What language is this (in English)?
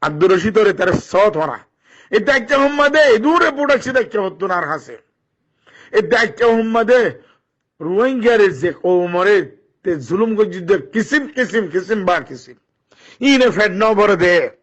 Rohingya